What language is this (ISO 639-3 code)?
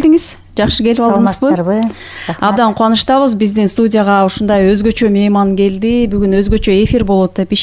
kir